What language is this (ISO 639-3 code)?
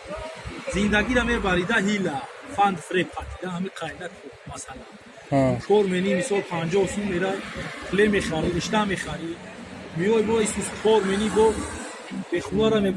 tgk